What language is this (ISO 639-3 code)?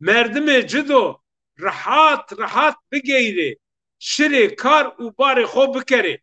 zza